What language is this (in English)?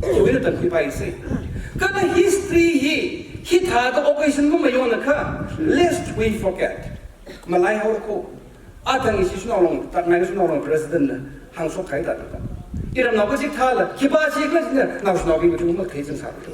Tangkhul Naga (India)